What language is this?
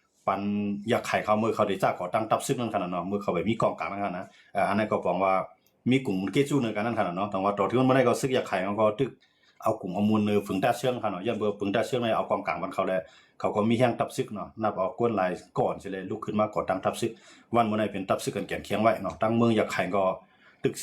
Shan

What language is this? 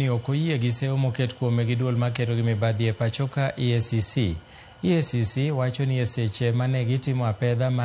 Luo (Kenya and Tanzania)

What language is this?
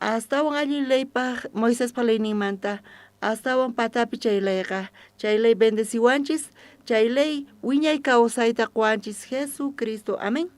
South Bolivian Quechua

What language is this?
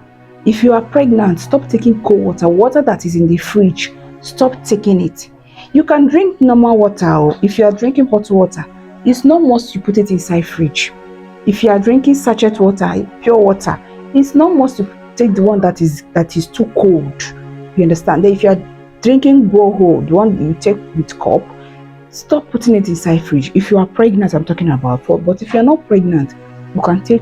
Nigerian Pidgin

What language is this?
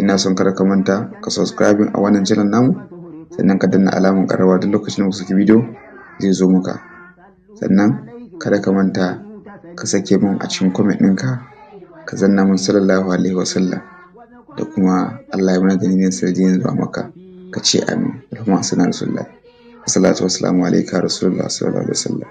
Hausa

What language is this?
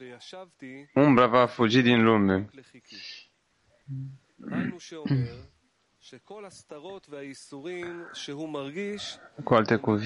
Romanian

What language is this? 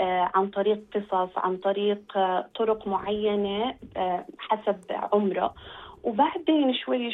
North Levantine Arabic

